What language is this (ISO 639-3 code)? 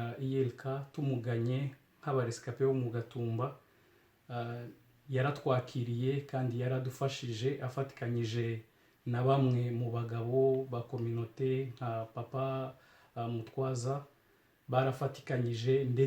kin